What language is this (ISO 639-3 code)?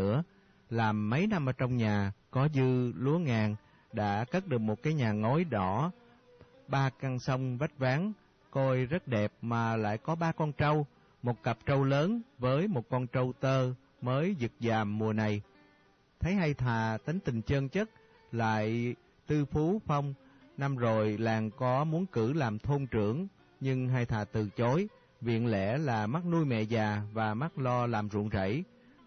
vie